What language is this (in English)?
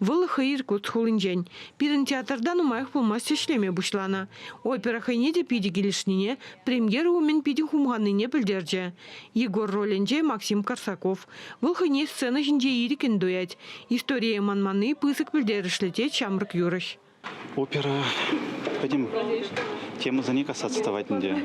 Chuvash